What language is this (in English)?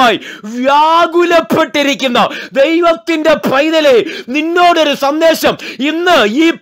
Malayalam